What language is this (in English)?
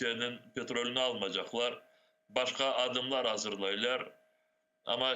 Crimean Tatar